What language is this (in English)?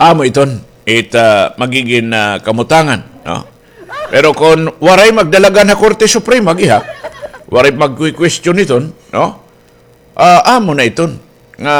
Waray